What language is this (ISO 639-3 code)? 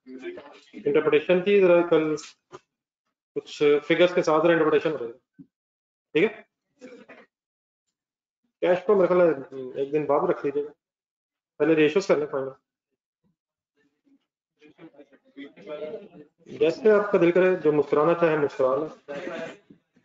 hin